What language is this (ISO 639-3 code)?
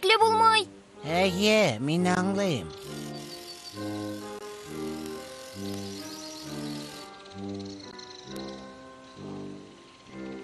tat